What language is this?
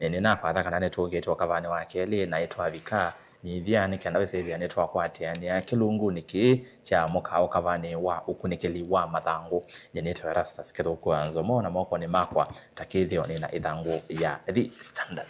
Kamba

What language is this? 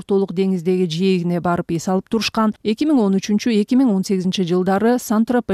Kyrgyz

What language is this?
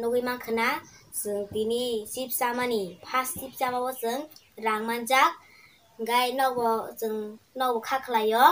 Kok Borok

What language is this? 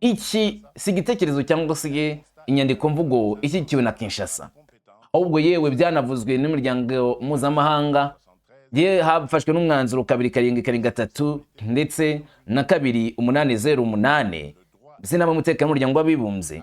Kinyarwanda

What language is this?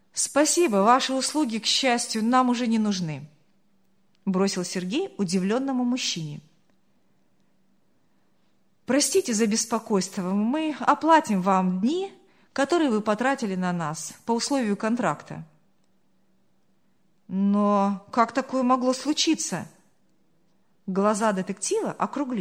Russian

